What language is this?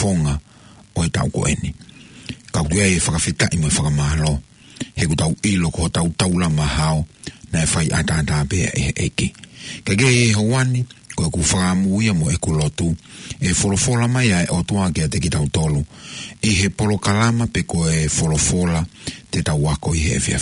Tongan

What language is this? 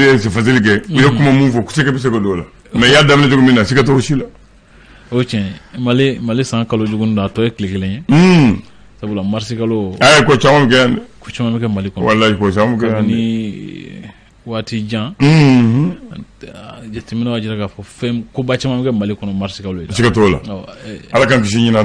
Bambara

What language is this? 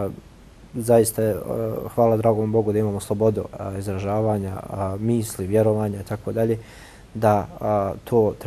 Bosnian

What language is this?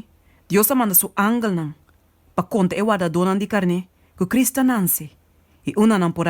Papiamento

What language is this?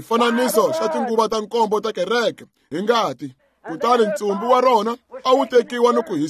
Tsonga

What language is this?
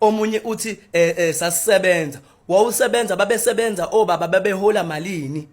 Zulu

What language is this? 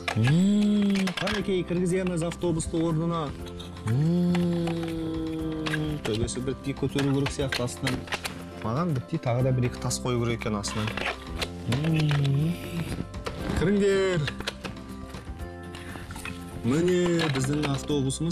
Kazakh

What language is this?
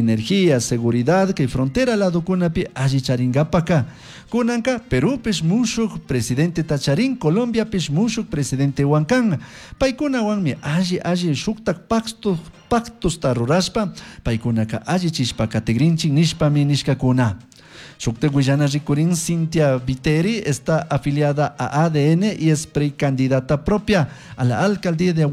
Chimborazo Highland Quichua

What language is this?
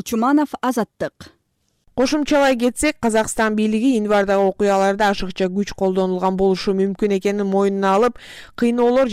Kyrgyz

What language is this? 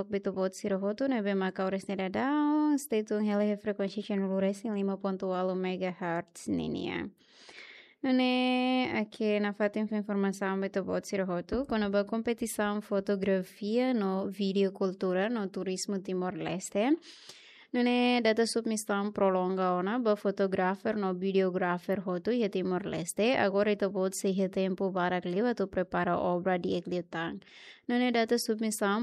Tetum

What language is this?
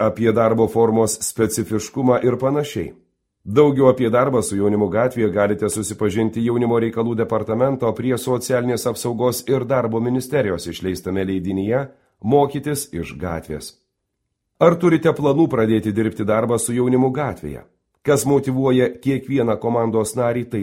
Lithuanian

